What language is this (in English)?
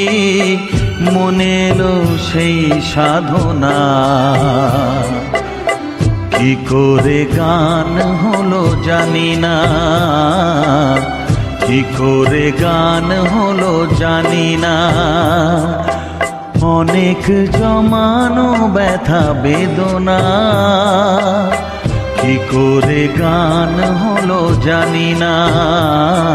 Bangla